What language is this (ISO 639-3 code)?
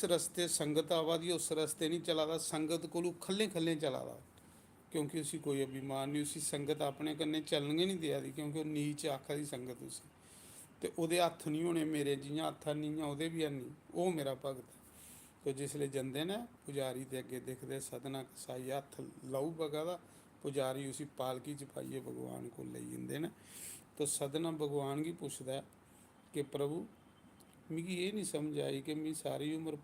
doi